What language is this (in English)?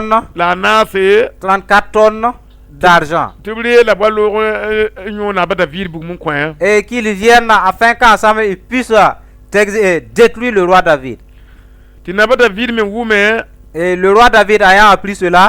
Mossi